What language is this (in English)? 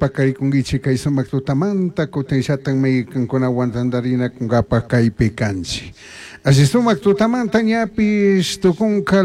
Chimborazo Highland Quichua